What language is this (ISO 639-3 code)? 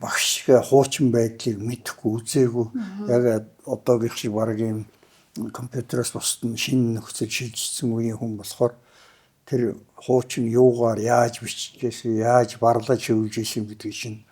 mon